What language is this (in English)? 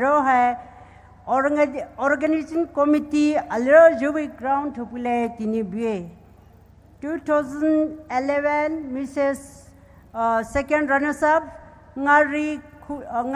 Poumei Naga